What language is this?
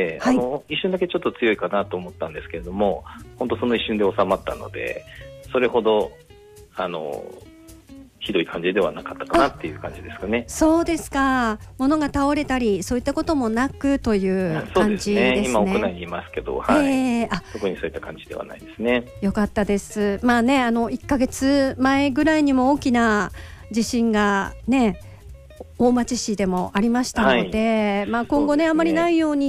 Japanese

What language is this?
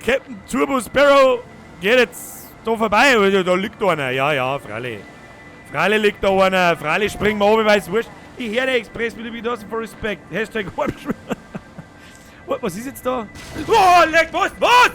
Bavarian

